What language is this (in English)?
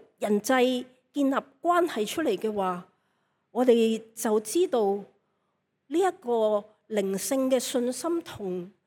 Cantonese